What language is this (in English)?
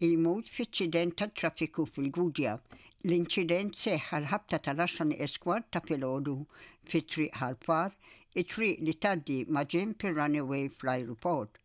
Maltese